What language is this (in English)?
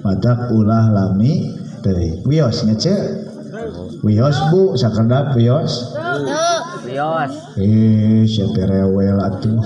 Sundanese